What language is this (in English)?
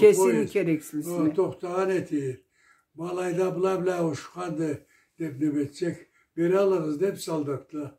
Karachay-Balkar